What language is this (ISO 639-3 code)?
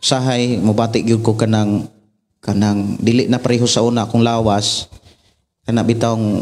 ceb